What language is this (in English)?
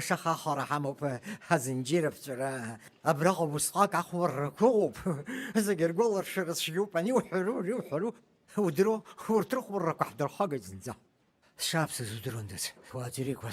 Abkhazian